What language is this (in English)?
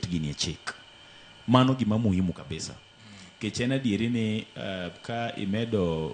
Luo (Kenya and Tanzania)